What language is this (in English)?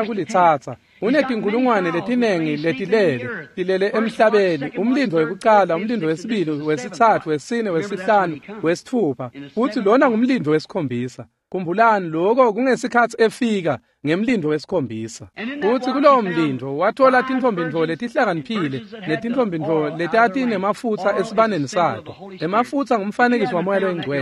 Swati